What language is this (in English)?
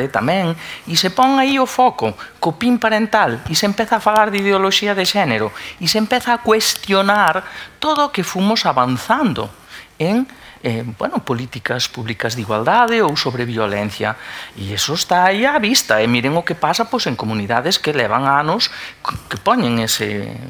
Galician